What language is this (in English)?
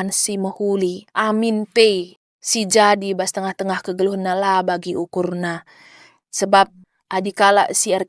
Batak Karo